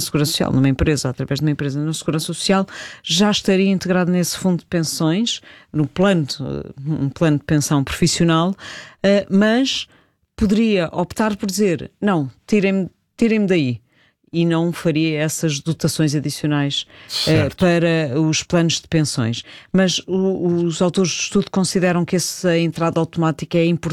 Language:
Portuguese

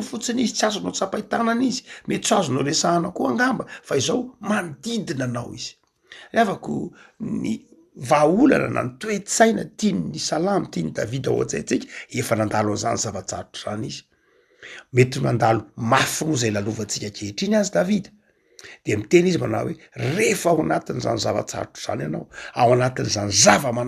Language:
Malagasy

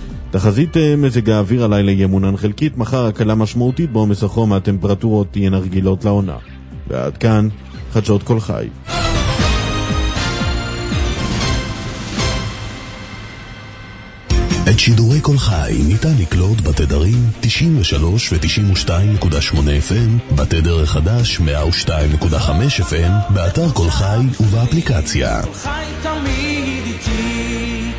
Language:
Hebrew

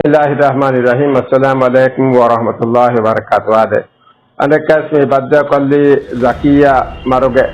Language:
Divehi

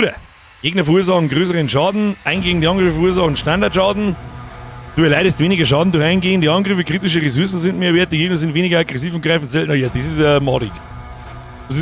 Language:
Bavarian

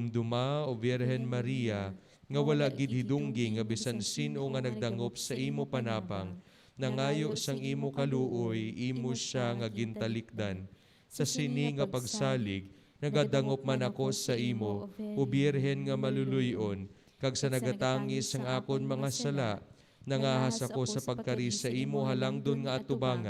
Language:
Hiligaynon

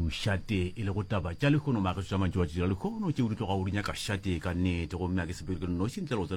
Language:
Northern Sotho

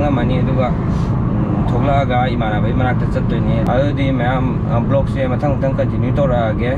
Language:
Manipuri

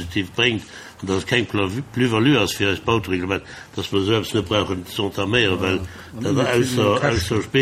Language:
Luxembourgish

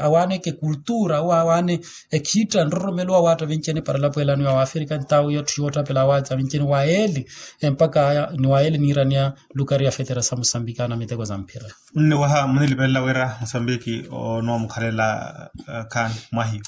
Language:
Makhuwa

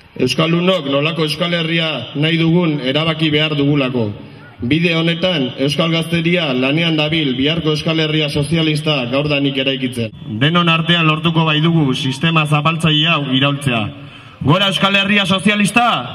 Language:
Basque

